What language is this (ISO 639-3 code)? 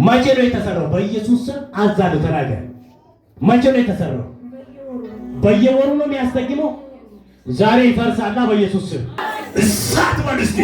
amh